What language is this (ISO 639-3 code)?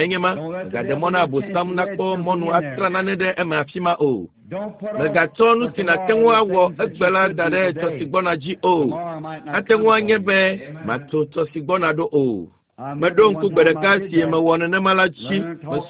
ewe